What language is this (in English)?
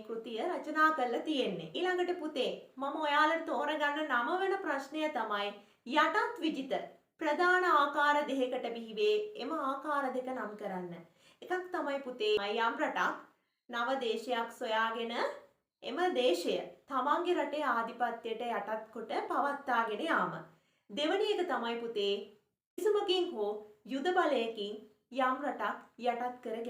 Sinhala